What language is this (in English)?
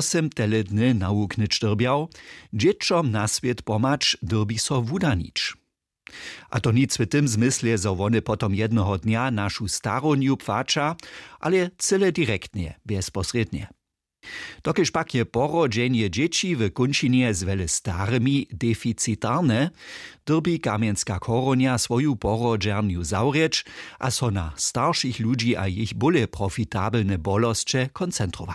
Upper Sorbian